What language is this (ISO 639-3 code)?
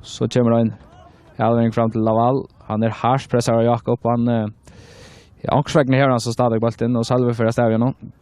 fao